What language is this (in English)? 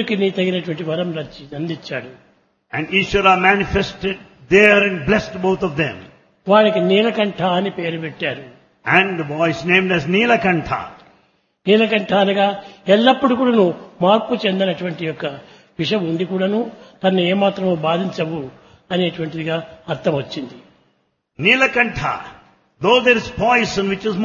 Telugu